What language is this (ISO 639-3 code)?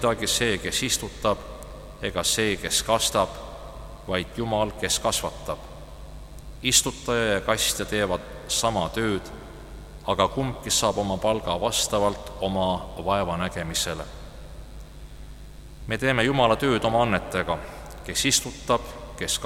est